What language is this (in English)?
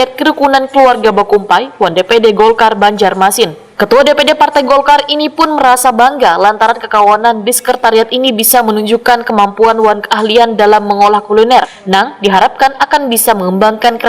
Banjar